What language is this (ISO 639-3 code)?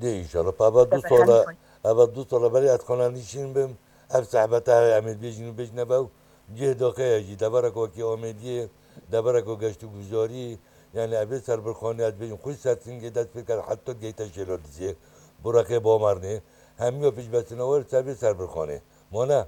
kur